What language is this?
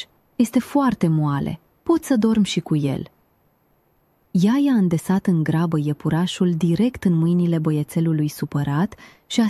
Romanian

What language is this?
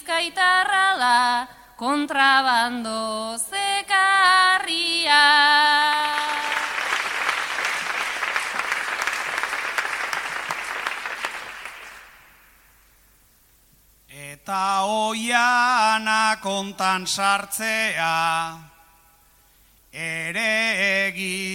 Basque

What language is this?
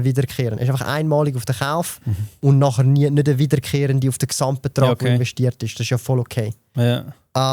Swiss German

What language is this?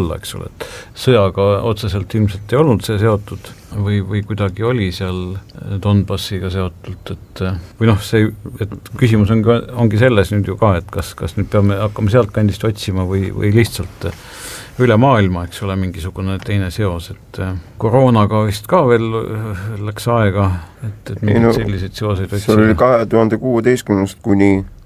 Estonian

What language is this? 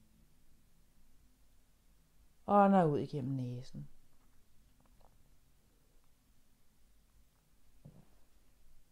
Danish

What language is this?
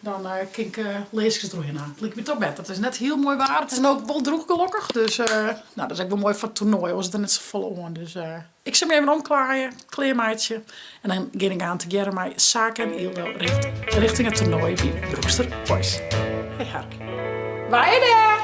Western Frisian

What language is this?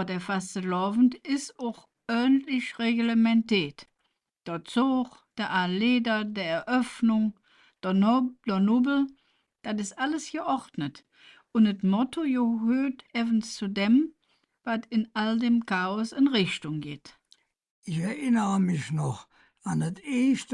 Colognian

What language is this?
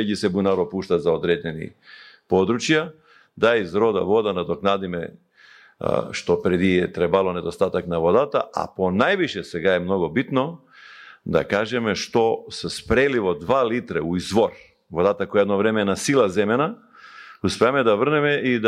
Macedonian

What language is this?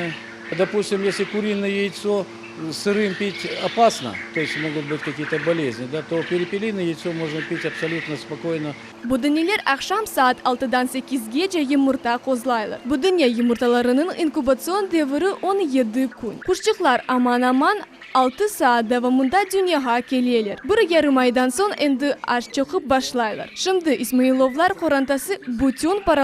Crimean Tatar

